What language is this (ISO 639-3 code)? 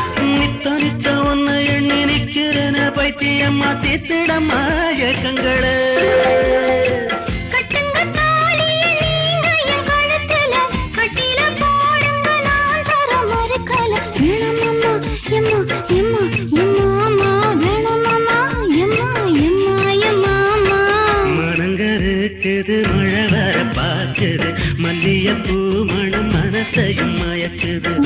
tam